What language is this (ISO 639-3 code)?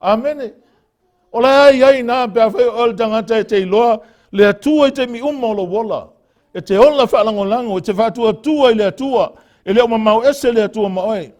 smo